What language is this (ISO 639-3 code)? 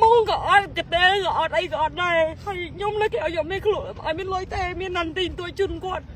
khm